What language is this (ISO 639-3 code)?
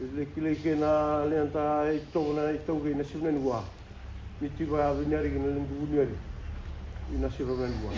fij